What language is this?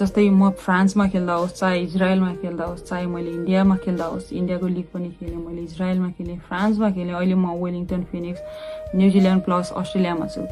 Nepali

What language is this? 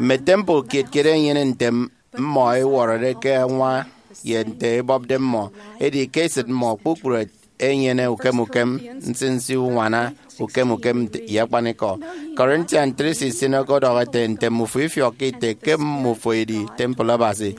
Efik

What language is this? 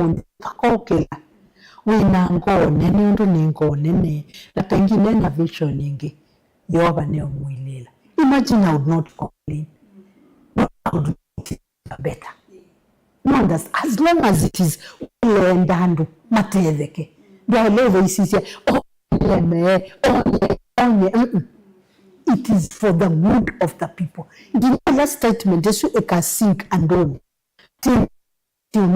Kamba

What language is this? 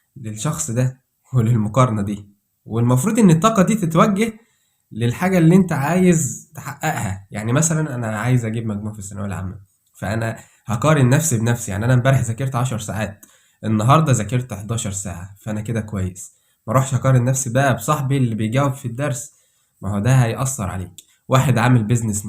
Egyptian Arabic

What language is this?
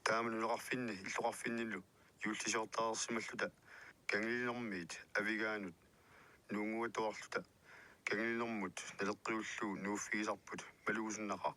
Kalaallisut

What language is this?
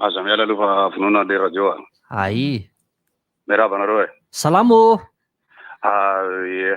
Malagasy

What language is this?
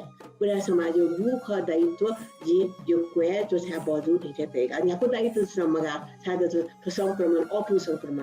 Newari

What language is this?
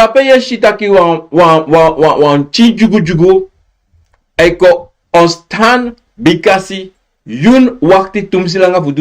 Sranan Tongo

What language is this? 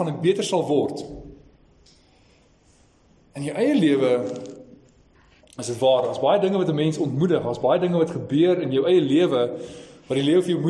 Afrikaans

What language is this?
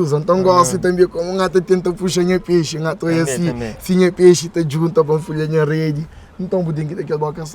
Kabuverdianu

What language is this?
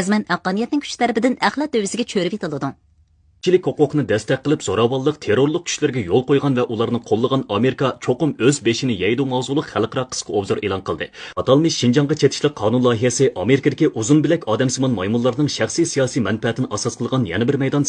Uyghur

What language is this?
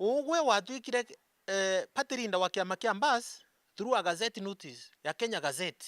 Meru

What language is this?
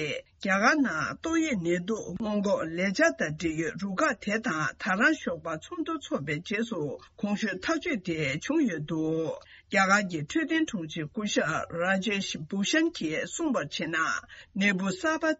Tibetan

